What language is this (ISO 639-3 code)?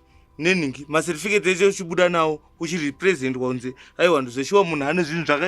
sna